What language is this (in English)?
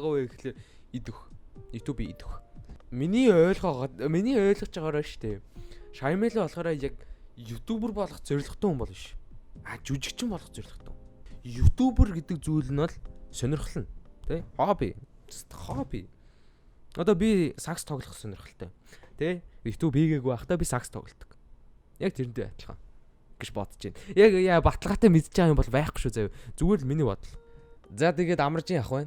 Mongolian